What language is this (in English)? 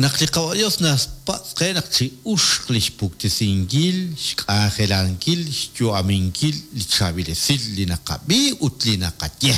Kekchí